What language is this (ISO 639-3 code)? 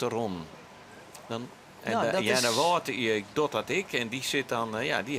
fry